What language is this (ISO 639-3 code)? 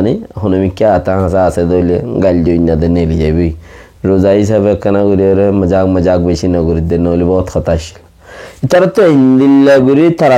rhg